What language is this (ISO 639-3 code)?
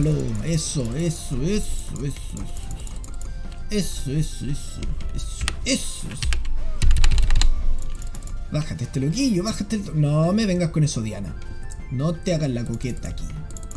spa